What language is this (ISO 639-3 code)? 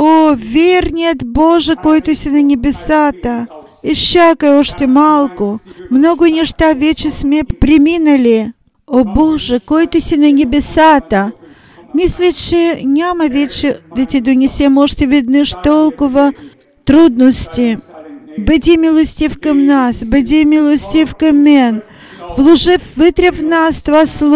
bul